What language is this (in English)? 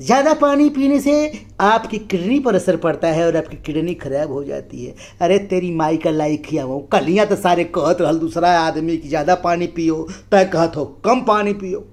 Bhojpuri